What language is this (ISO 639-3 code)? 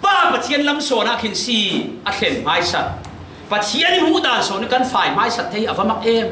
cfm